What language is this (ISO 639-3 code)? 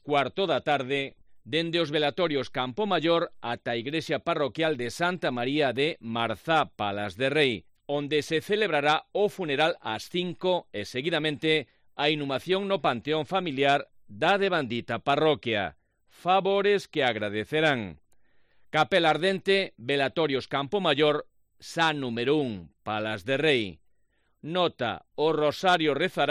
glg